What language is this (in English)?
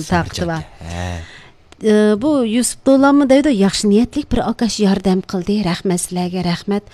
Uyghur